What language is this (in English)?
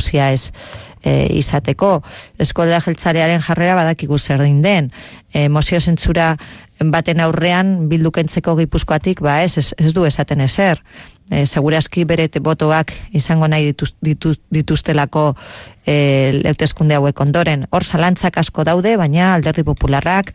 Basque